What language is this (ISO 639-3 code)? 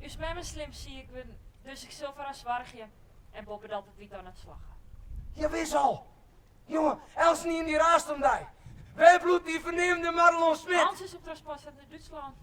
fry